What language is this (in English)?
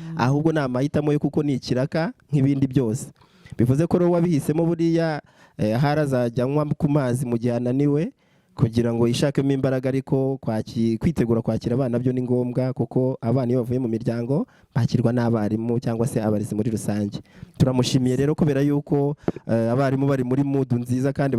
Kinyarwanda